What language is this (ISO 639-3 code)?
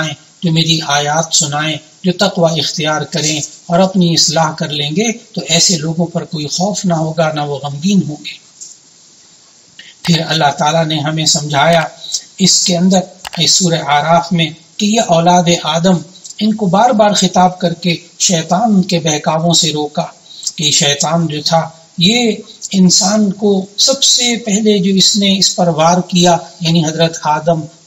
urd